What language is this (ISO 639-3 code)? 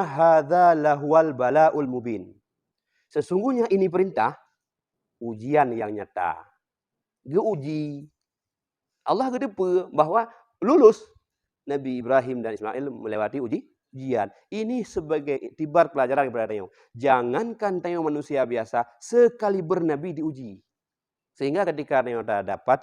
ace